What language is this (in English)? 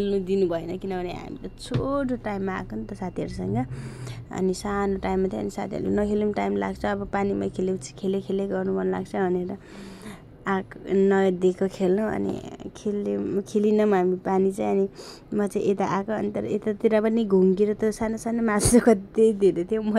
Nepali